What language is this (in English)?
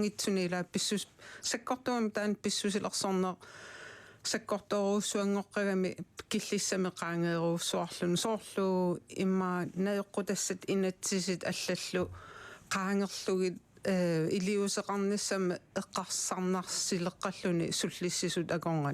Kalaallisut